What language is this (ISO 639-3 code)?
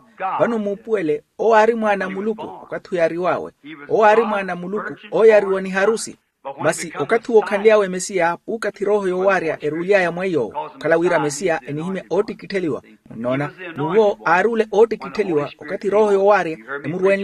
vmw